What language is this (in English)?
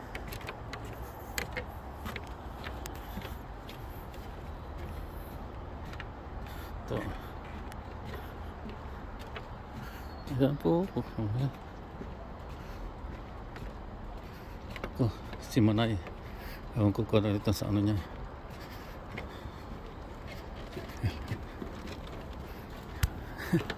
Filipino